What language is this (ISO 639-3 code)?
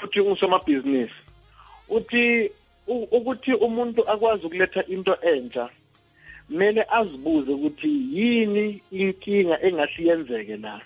nbl